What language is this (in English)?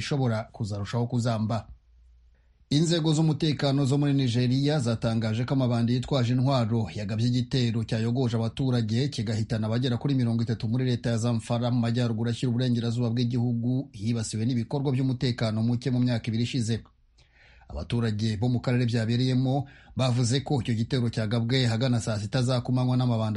Kinyarwanda